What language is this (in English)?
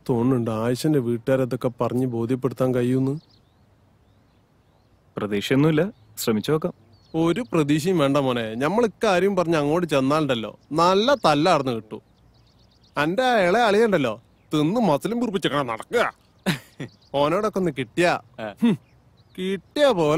Malayalam